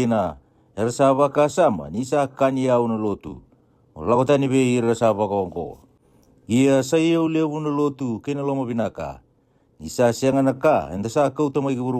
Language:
Fijian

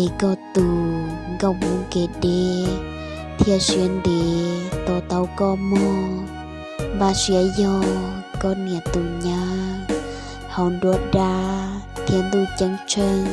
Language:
Hmong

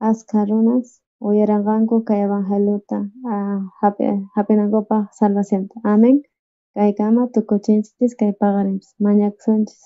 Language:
South Bolivian Quechua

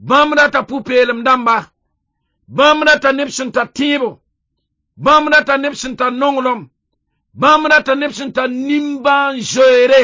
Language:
Mossi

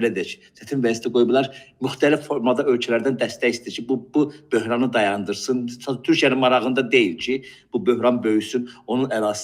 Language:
Azerbaijani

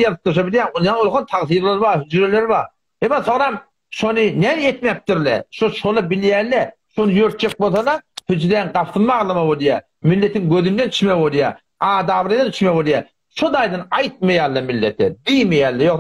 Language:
Turkmen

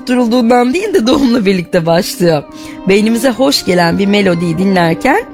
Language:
Turkish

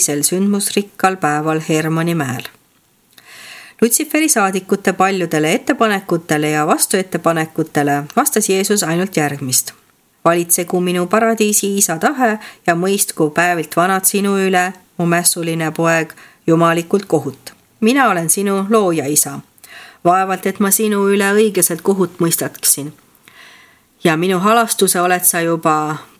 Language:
Estonian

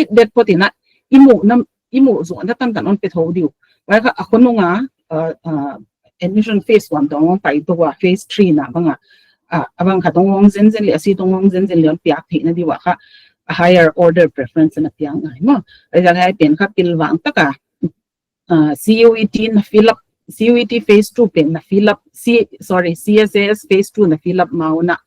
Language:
Paite Chin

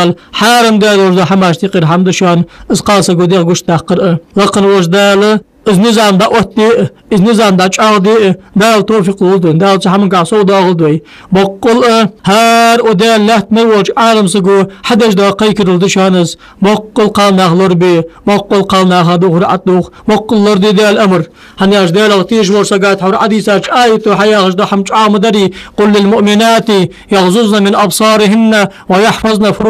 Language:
Ingush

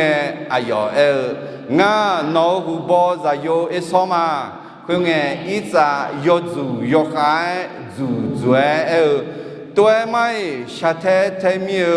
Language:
Akha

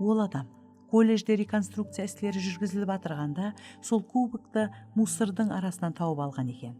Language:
Kara-Kalpak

